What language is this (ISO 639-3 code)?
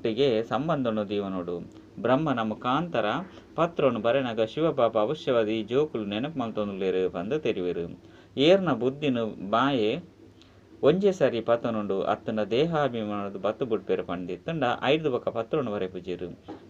tcy